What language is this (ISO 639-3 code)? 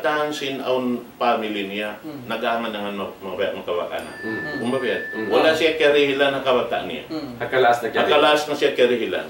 tsg